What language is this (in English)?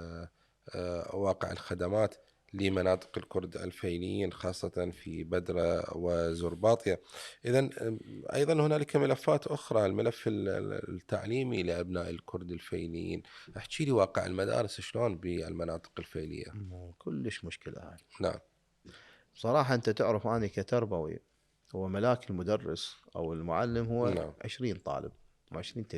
Mesopotamian Arabic